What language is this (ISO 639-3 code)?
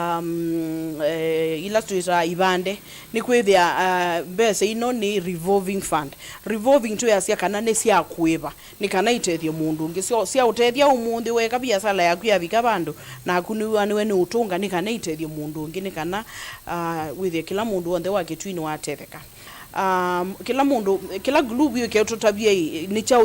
kam